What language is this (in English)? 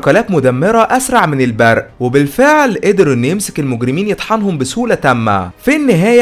Egyptian Arabic